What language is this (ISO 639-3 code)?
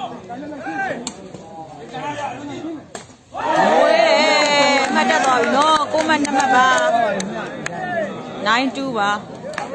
mya